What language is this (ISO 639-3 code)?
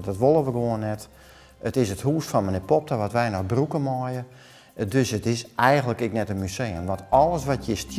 fry